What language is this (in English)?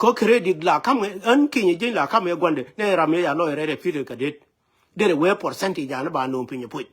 Nuer